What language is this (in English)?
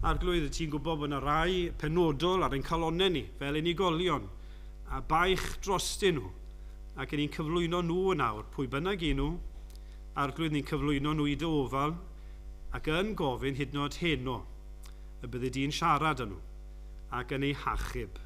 Welsh